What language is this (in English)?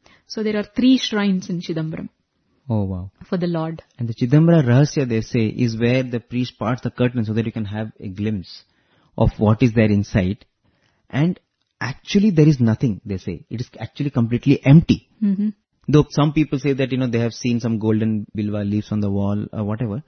English